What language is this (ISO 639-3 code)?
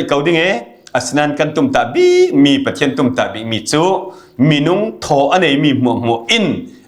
cfm